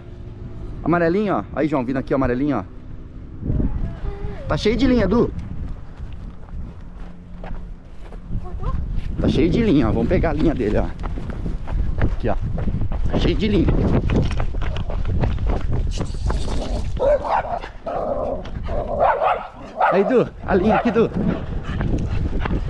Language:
Portuguese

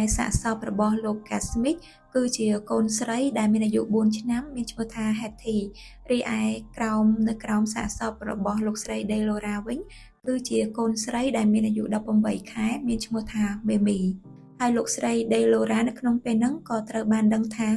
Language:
Khmer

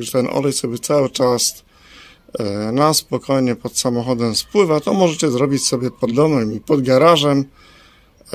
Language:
Polish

